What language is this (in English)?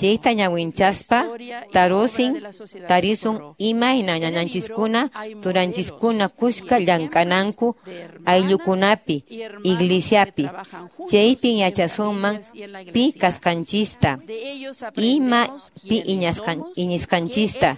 Quechua